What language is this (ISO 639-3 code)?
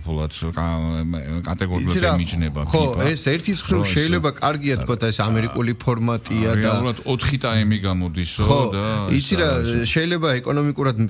kat